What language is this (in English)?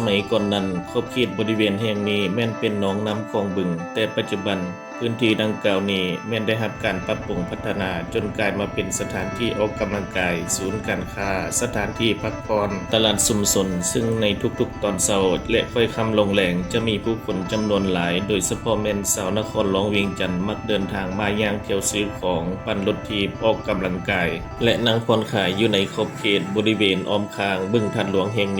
Lao